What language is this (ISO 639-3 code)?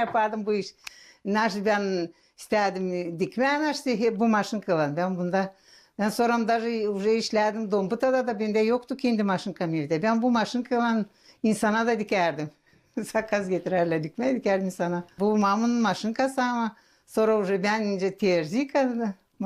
gag